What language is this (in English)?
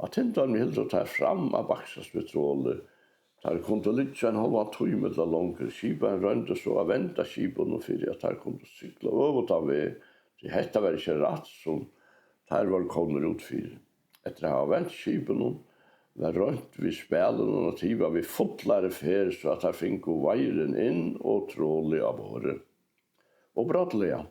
Faroese